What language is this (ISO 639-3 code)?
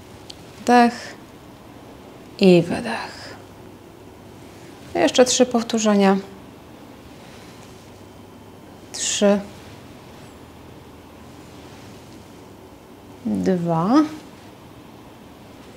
pol